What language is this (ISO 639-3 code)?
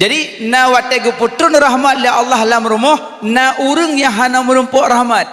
ace